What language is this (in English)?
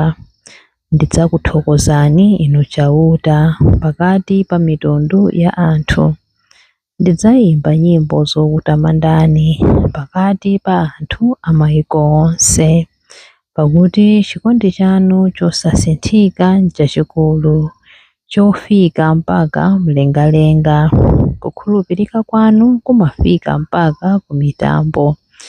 Nyanja